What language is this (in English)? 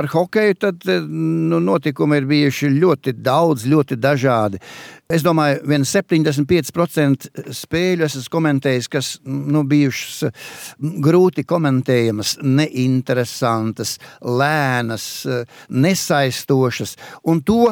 Latvian